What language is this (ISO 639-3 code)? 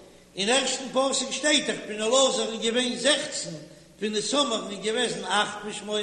yid